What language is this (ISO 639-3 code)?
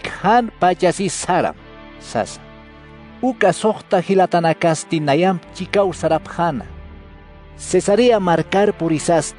aym